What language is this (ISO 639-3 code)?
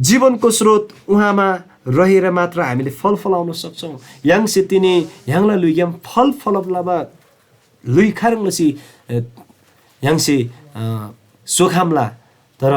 taj